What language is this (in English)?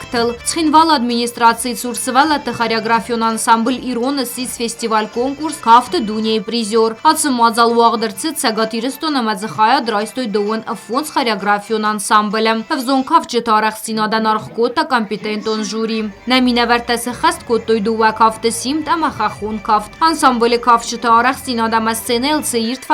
Ossetic